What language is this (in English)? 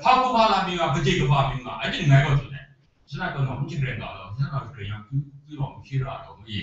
Kachin